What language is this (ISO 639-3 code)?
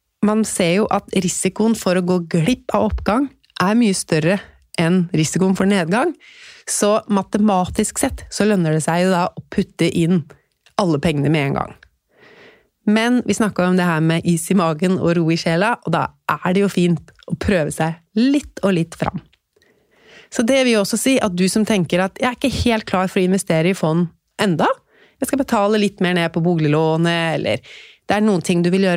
nor